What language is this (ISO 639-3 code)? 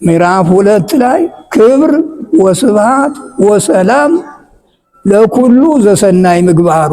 amh